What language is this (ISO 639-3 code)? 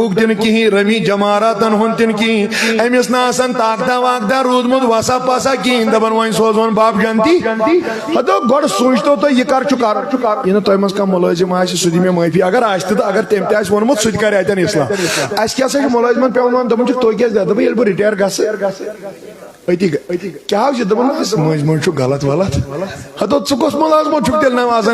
kas